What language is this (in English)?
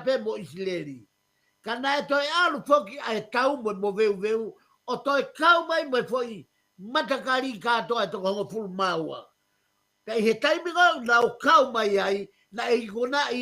Tongan